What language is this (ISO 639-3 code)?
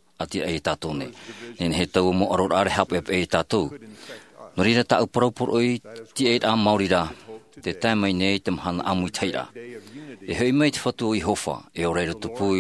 tah